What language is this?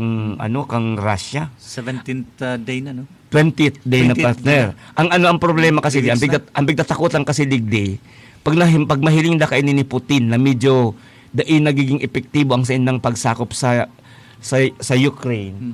Bikol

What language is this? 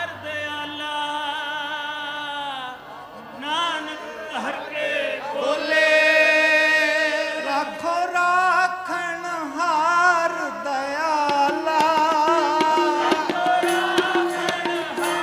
Punjabi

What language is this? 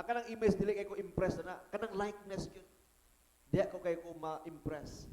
Cebuano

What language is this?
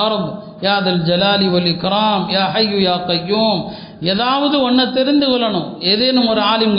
Tamil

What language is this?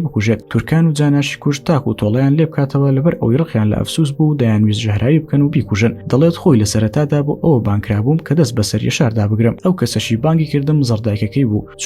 Central Kurdish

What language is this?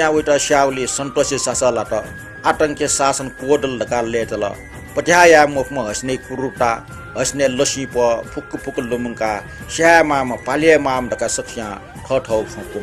Newari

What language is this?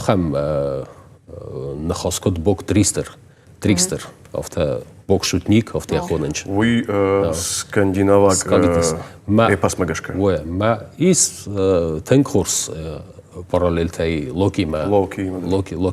Ossetic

